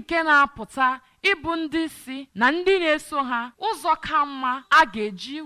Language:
Igbo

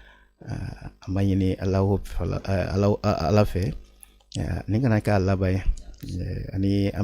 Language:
Bambara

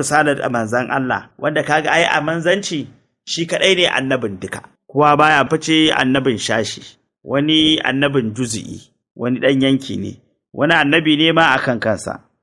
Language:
Hausa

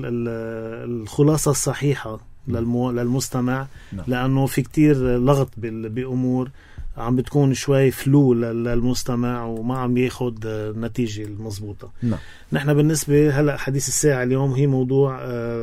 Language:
North Levantine Arabic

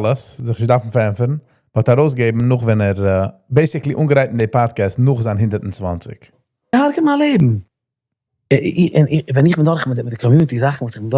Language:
Yiddish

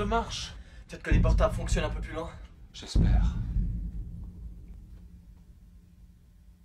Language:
French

